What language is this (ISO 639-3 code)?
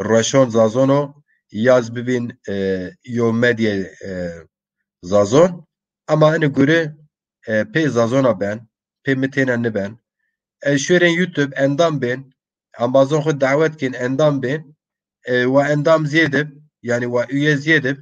zza